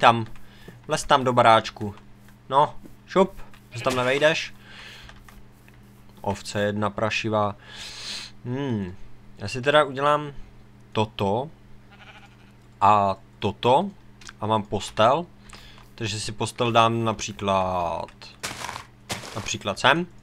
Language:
Czech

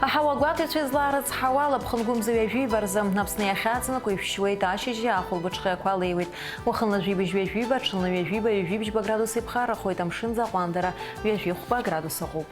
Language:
Abkhazian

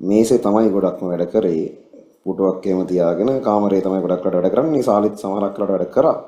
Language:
Sinhala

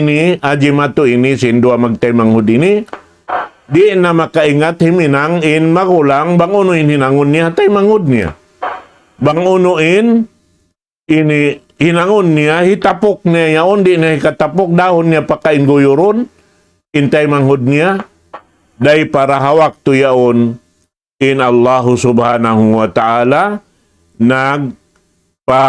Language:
Tausug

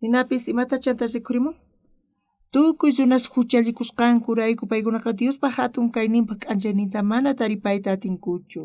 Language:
South Bolivian Quechua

